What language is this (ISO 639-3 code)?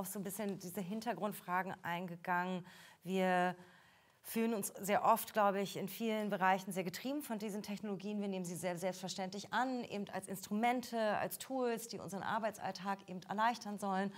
deu